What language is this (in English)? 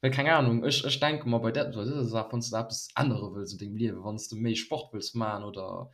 Luxembourgish